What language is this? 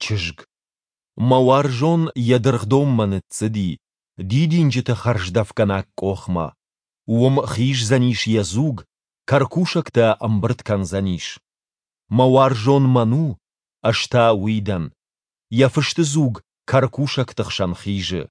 Ossetic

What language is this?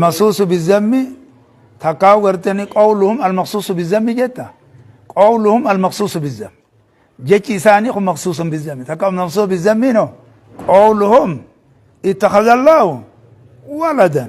Oromo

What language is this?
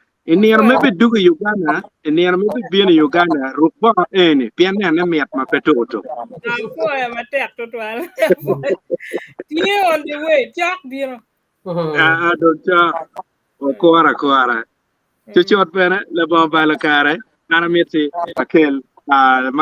Acoli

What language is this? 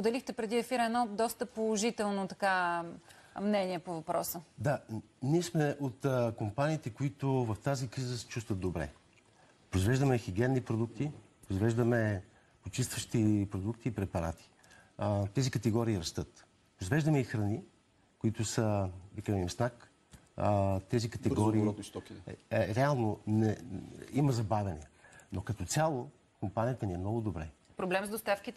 Bulgarian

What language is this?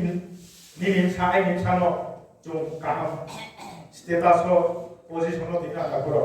Riang (India)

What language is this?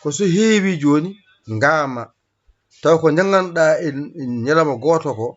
Fula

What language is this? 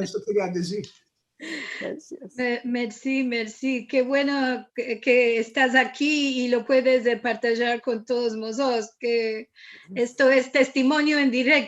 Ladino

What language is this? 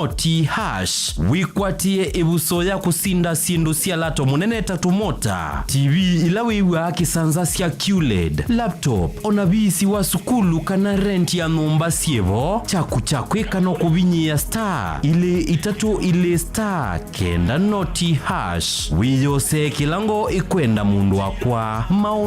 Kamba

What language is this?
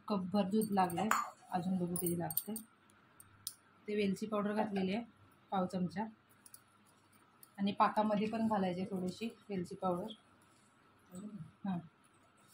Marathi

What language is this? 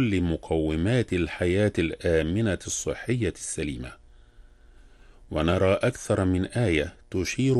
Arabic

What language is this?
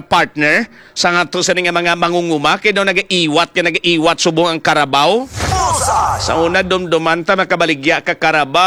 Hiligaynon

